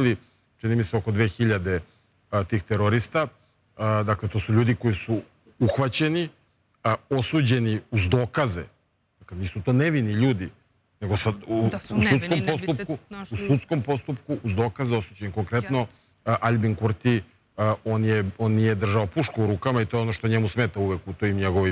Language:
Serbian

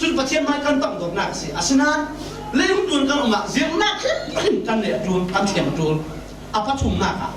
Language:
Falam Chin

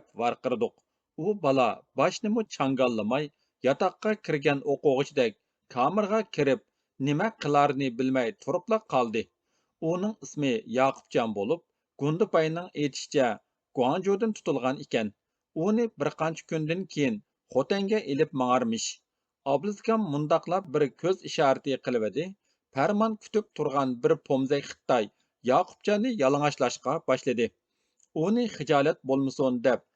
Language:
Uyghur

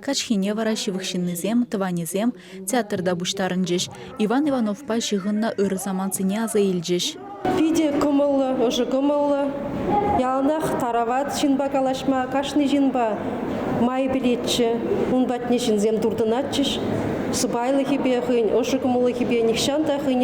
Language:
Chuvash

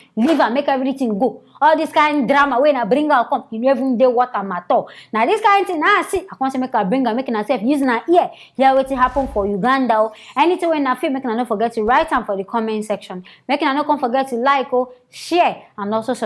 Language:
Nigerian Pidgin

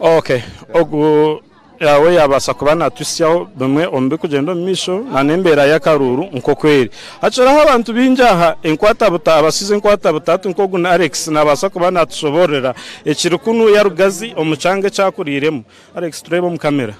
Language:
Nyankole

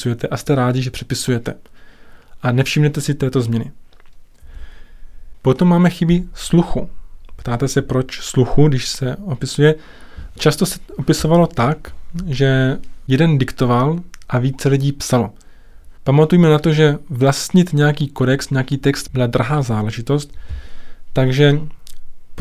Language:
Czech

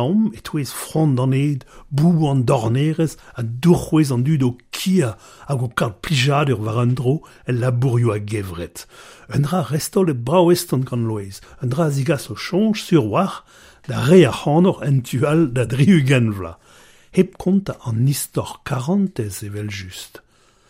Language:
Breton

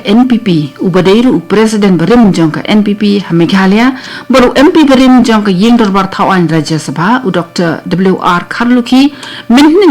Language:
Khasi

